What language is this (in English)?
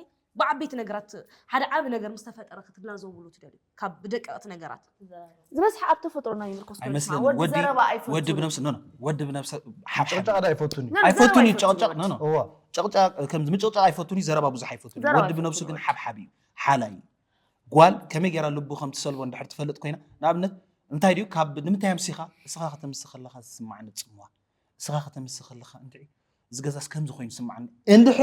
Tigrinya